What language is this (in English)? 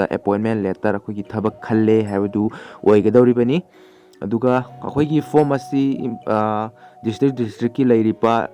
Manipuri